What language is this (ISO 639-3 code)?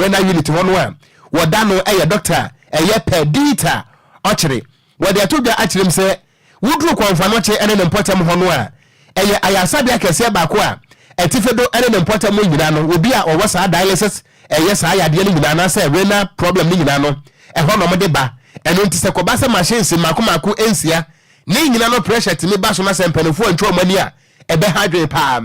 aka